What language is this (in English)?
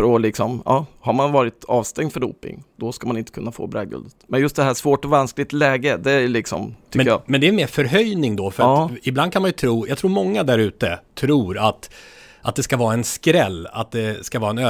Swedish